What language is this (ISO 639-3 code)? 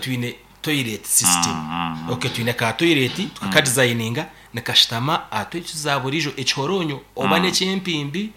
nyn